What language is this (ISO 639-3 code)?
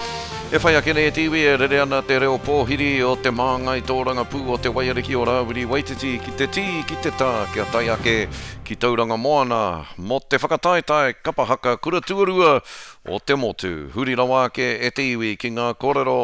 mri